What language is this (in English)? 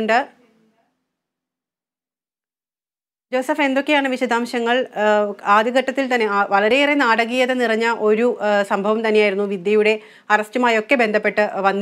Malayalam